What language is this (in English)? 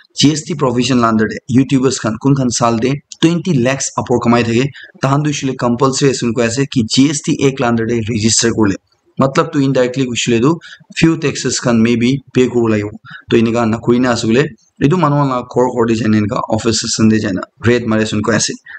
Naga Pidgin